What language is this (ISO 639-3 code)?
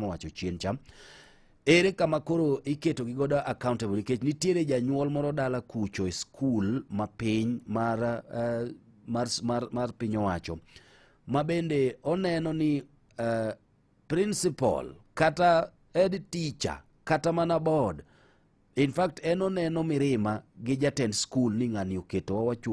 luo